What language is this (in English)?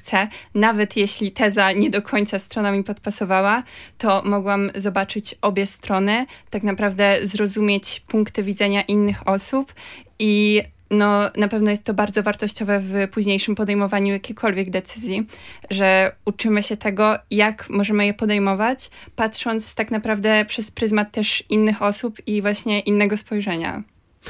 Polish